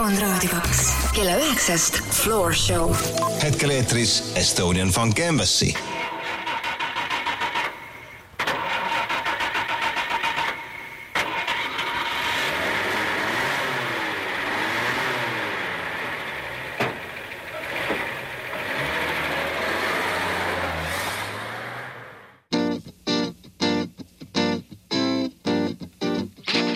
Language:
Estonian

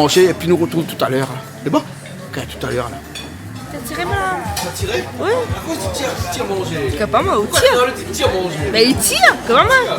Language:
Réunion Creole French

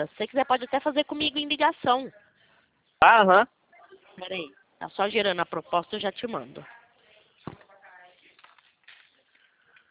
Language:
Portuguese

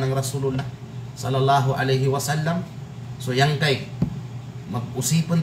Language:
Kalagan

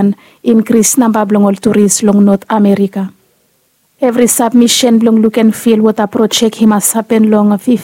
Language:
Bislama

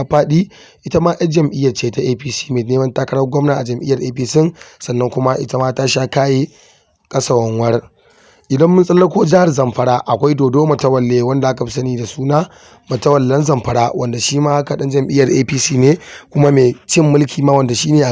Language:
Hausa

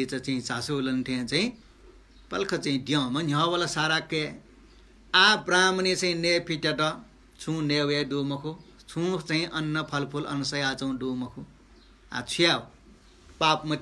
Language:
Newari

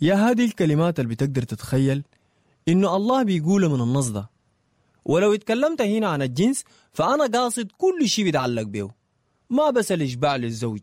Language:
Sudanese Arabic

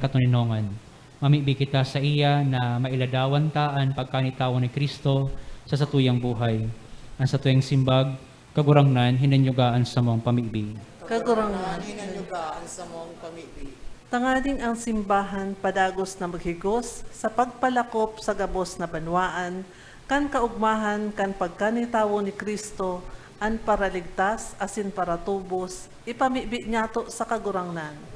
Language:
Bikol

